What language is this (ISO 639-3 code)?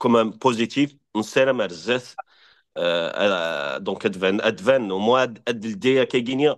kab